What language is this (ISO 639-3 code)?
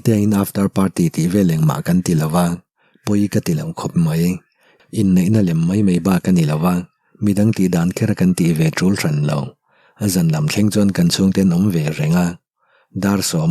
lus